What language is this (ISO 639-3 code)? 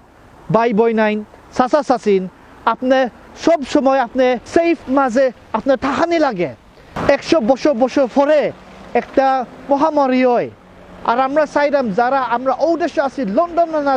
syl